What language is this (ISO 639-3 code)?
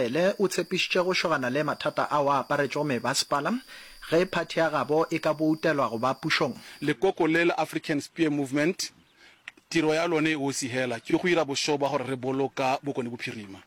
nso